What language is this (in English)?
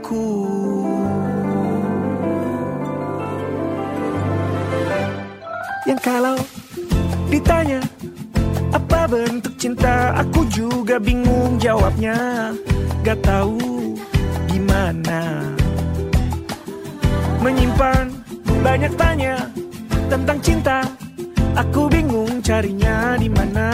Indonesian